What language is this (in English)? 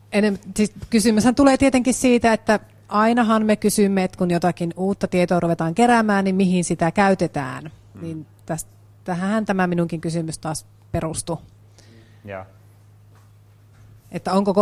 Finnish